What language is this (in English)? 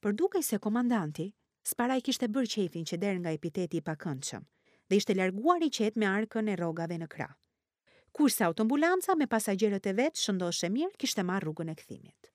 Albanian